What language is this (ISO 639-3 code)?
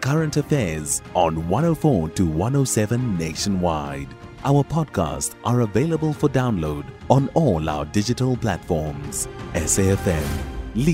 eng